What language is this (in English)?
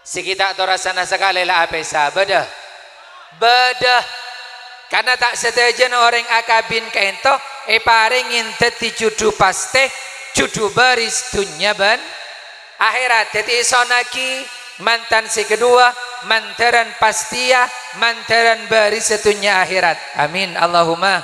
Madurese